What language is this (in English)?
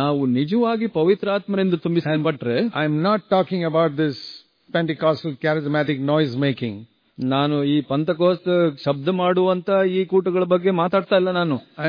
Kannada